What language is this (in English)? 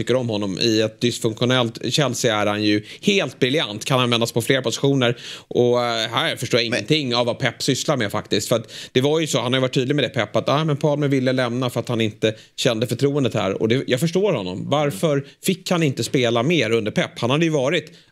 Swedish